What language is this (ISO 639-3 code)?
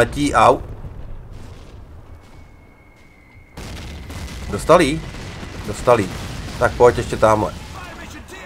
ces